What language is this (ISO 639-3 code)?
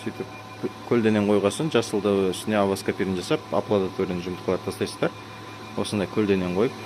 kaz